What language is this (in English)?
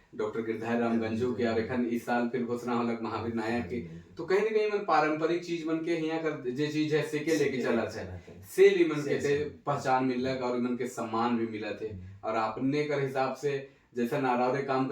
Sadri